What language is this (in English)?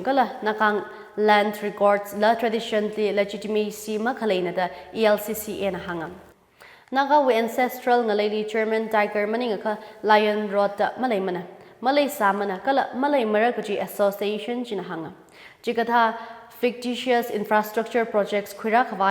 Tangkhul Naga (India)